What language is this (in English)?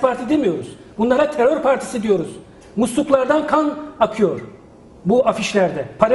Turkish